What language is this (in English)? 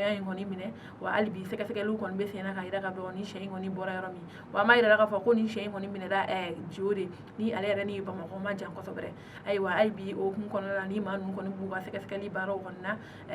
Bambara